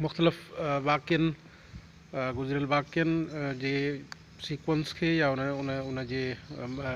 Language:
Sindhi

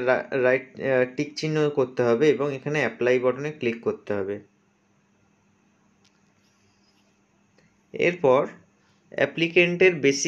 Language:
Bangla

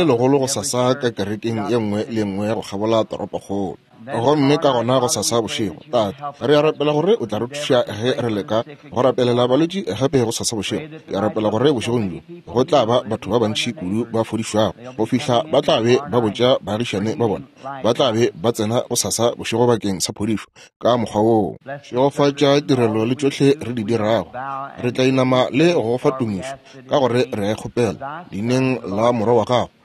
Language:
Northern Sotho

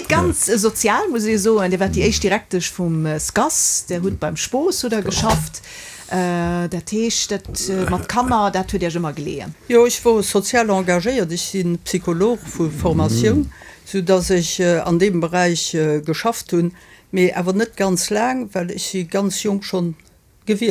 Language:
Luxembourgish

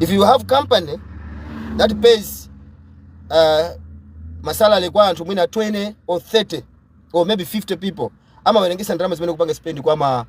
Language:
Nyanja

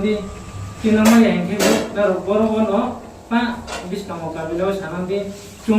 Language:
Riang (India)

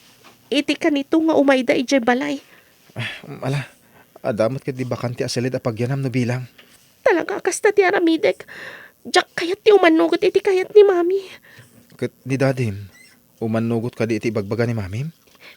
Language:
Iloko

